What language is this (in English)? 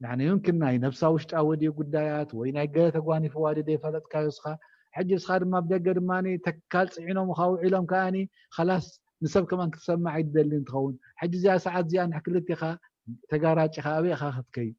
Tigrinya